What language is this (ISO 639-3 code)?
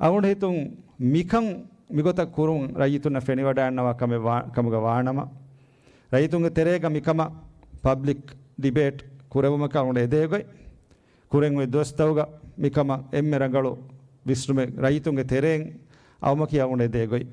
div